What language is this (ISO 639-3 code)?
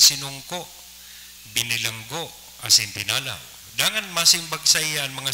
bik